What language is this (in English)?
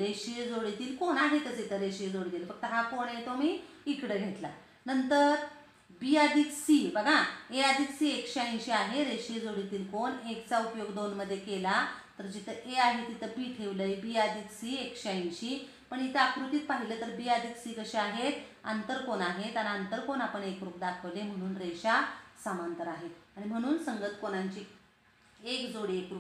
Marathi